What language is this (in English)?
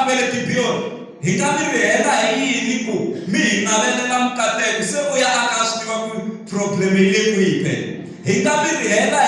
Tsonga